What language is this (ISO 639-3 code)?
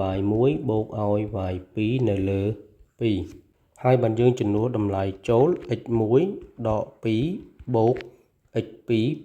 khm